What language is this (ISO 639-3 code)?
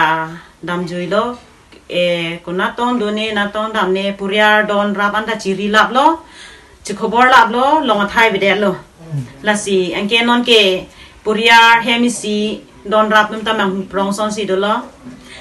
mjw